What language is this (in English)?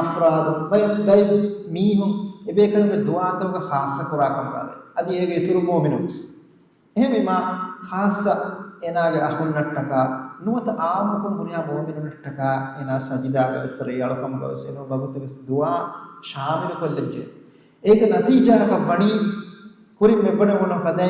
Divehi